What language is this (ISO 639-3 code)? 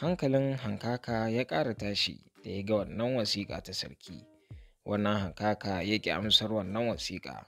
hau